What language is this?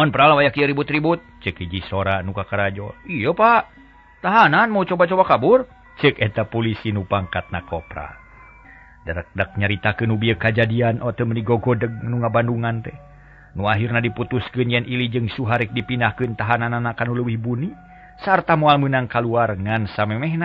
Sundanese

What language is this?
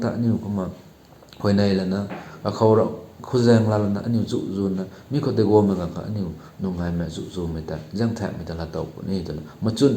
Rongmei Naga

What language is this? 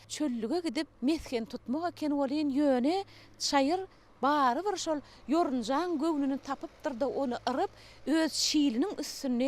Turkmen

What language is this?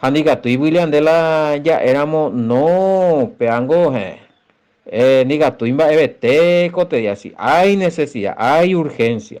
Guarani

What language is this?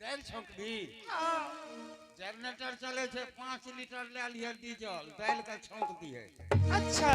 Angika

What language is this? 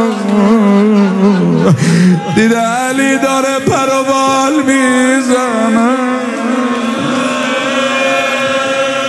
Persian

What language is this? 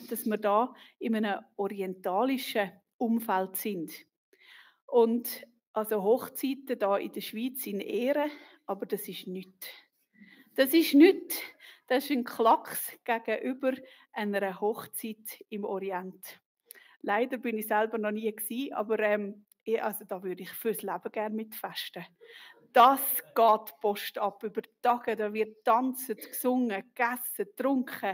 Swiss German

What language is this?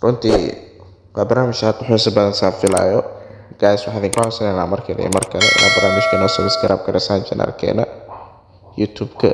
Somali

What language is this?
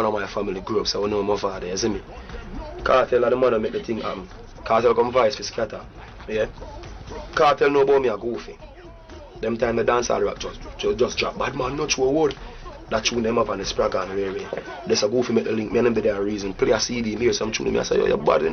Jamaican Creole English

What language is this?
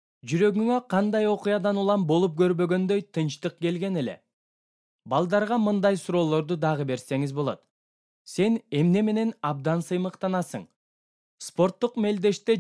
Kyrgyz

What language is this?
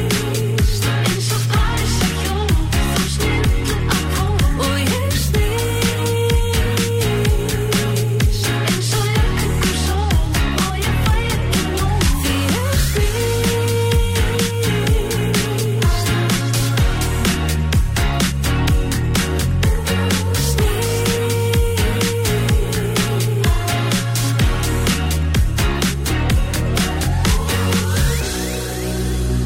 Icelandic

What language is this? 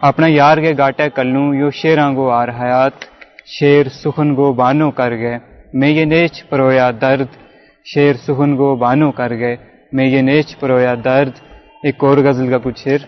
Gujari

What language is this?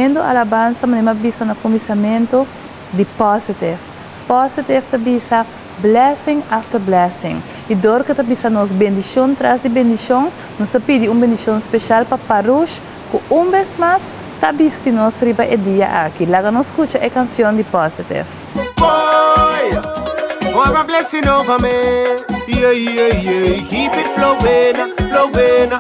Papiamento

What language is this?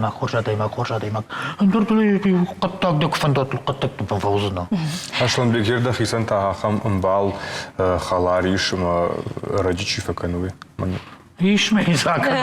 Ossetic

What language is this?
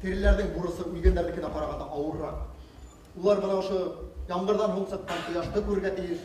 Bashkir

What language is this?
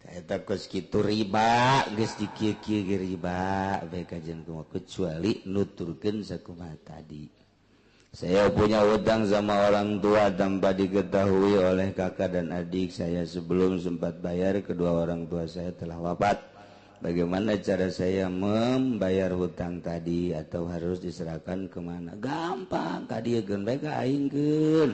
Sundanese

